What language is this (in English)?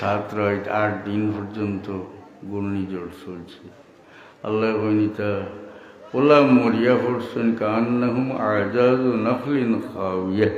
Sylheti